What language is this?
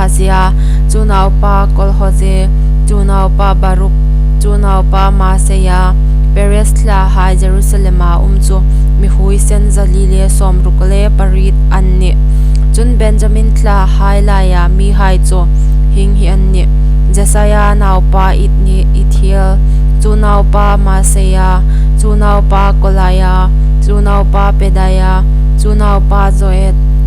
Hmar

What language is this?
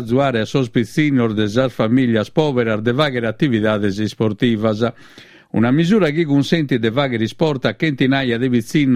Sardinian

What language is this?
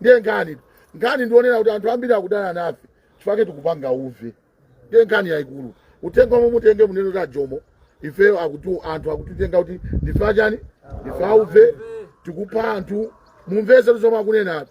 Nyanja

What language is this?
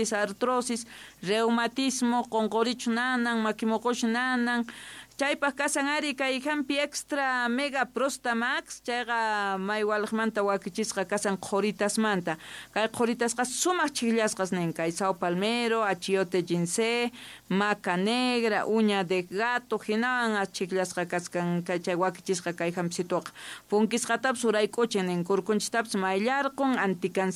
South Bolivian Quechua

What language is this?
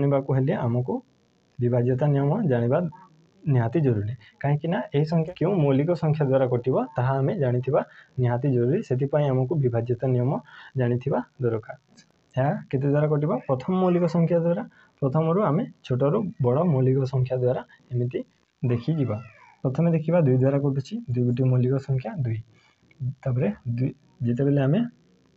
Odia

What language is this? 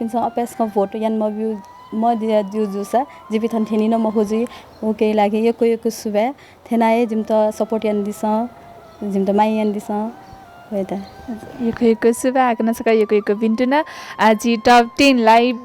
Newari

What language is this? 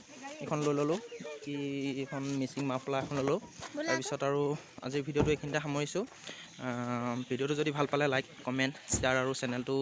Assamese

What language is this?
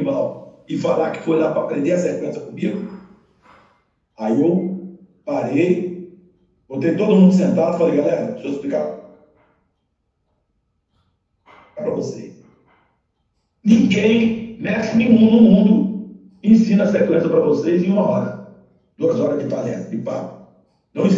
Portuguese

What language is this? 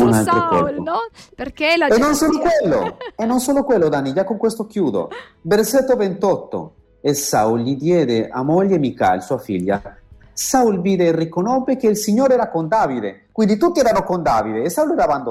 Italian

